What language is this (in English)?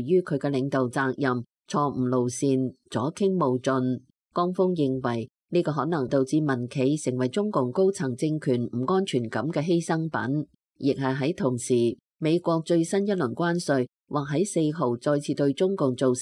Cantonese